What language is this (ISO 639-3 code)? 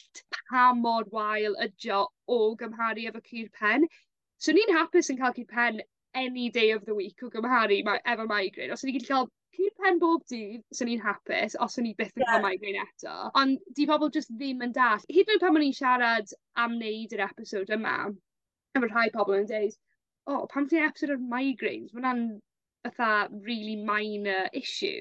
cym